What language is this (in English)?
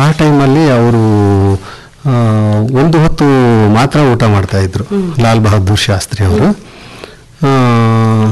Kannada